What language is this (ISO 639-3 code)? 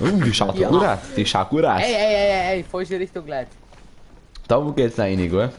bar